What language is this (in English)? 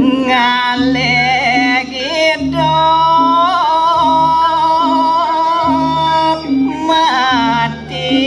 Balinese